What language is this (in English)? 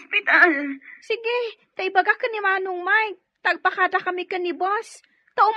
Iloko